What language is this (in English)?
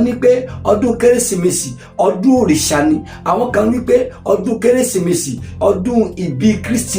Yoruba